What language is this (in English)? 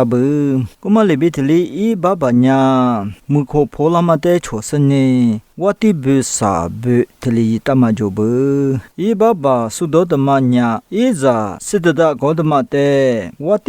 Lisu